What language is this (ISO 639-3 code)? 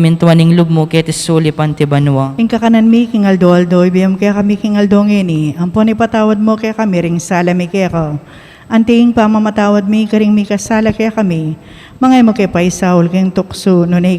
pam